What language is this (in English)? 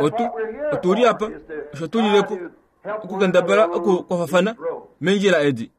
Kuanyama